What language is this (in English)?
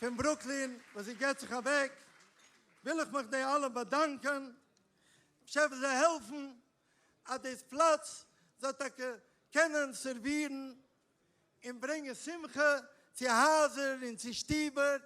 Yiddish